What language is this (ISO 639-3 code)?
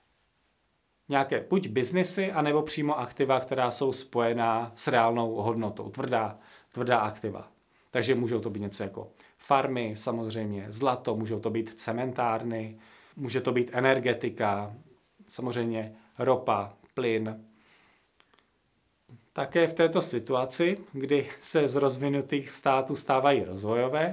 ces